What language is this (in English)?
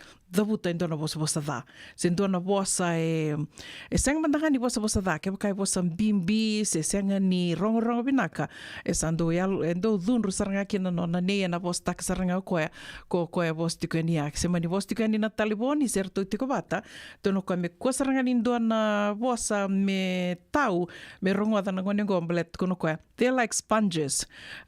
Fijian